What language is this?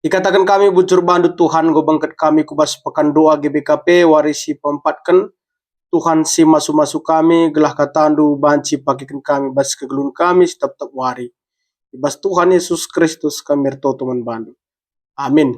Batak Karo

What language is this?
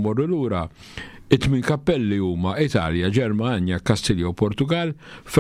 Maltese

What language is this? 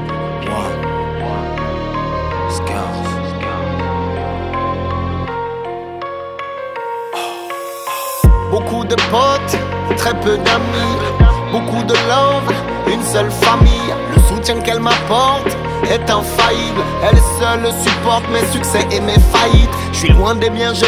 French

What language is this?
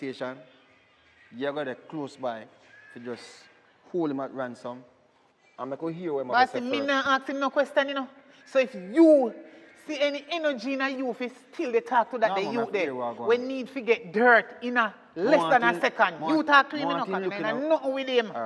Jamaican Creole English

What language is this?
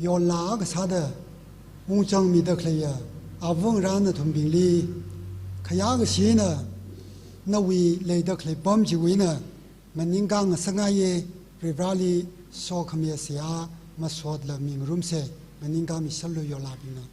Tangkhul Naga (India)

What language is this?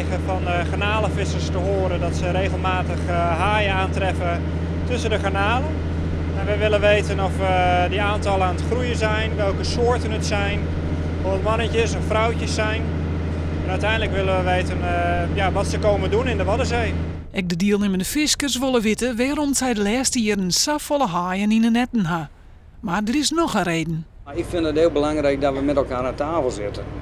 Western Frisian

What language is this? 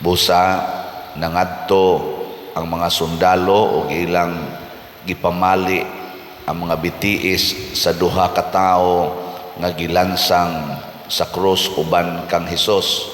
Cebuano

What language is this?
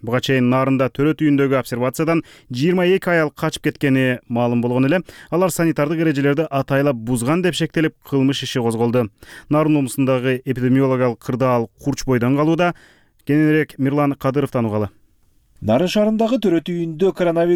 Kyrgyz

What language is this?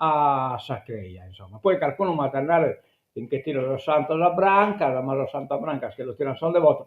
Sardinian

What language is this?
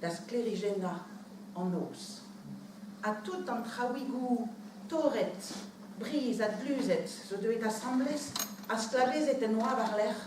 Breton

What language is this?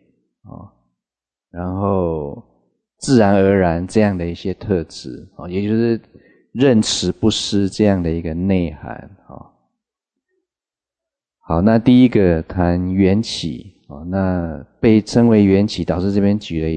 Chinese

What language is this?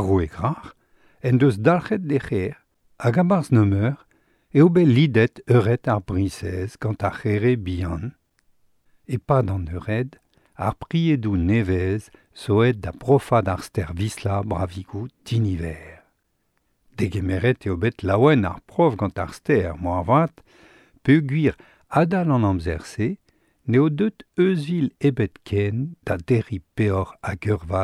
Breton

